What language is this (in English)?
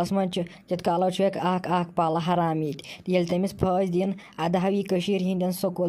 Kashmiri